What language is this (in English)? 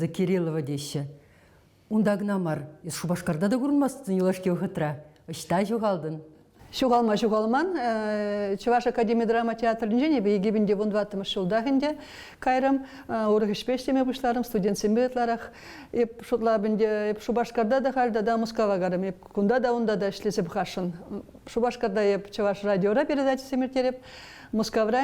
Chuvash